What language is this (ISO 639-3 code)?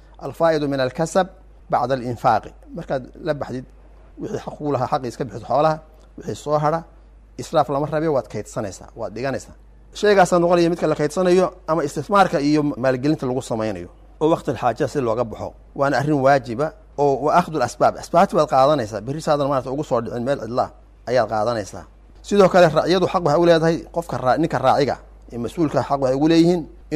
som